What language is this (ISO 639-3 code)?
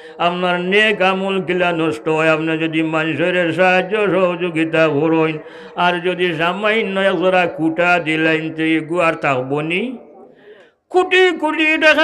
syl